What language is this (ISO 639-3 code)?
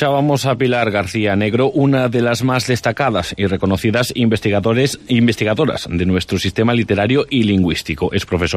spa